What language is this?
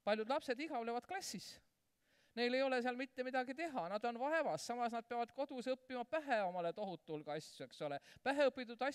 Estonian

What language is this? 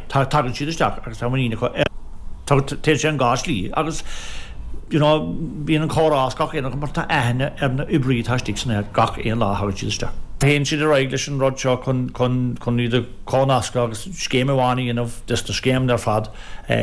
Irish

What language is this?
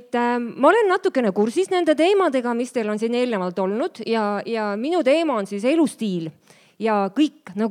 Estonian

